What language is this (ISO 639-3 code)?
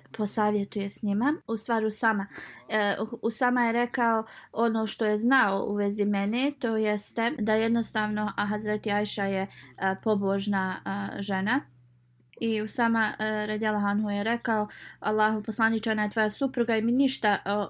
bos